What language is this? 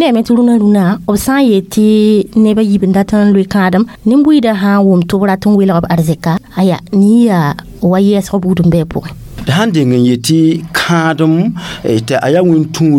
Mossi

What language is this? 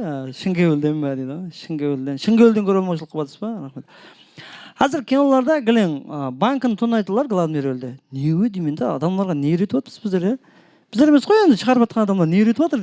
Kara-Kalpak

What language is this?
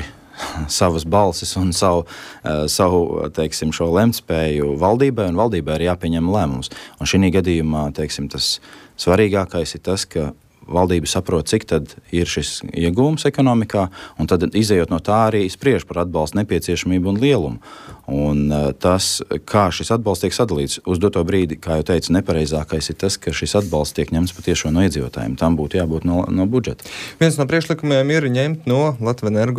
Latvian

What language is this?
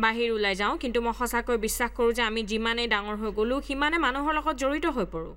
Assamese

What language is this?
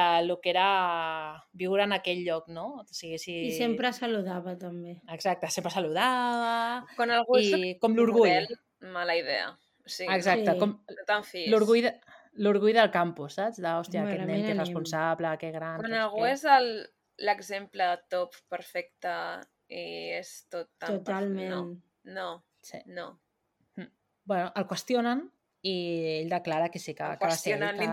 Catalan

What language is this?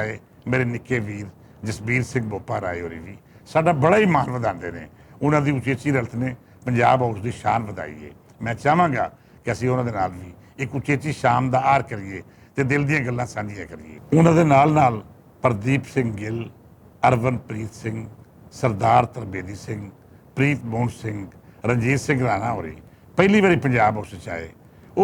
Western Panjabi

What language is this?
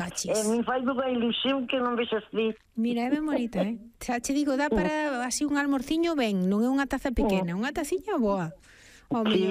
Galician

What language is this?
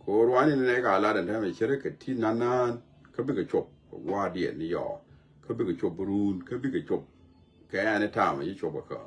Nuer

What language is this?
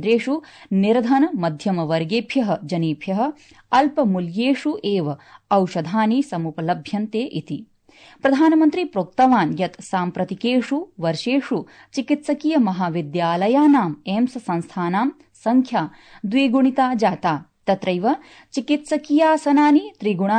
Sanskrit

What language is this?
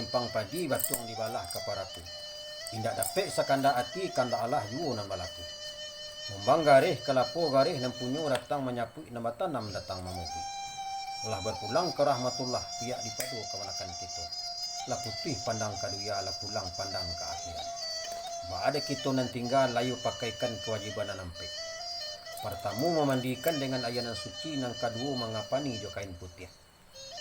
Minangkabau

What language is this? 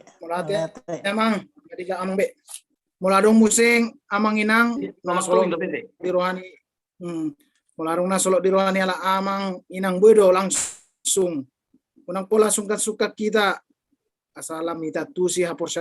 Batak Toba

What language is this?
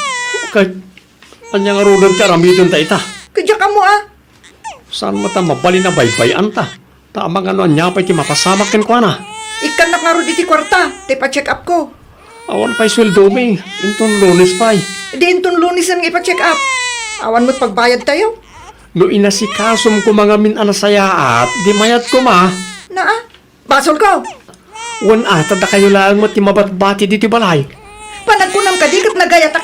Iloko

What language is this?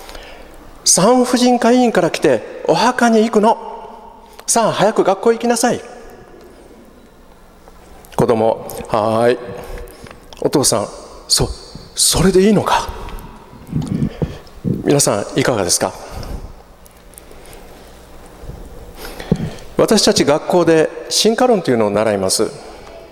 Japanese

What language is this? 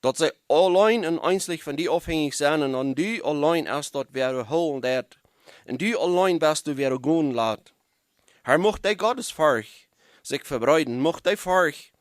Plautdietsch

